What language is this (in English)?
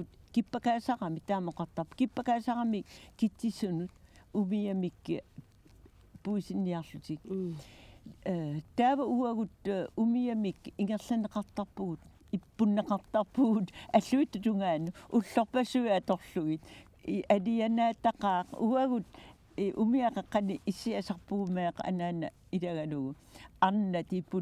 Kalaallisut